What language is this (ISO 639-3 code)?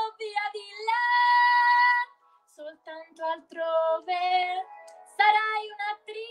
ita